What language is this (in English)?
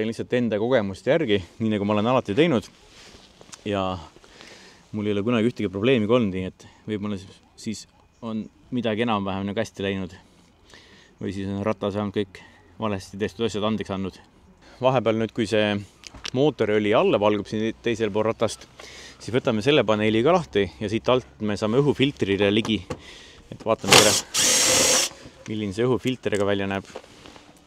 Estonian